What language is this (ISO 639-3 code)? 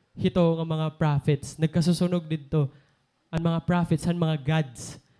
war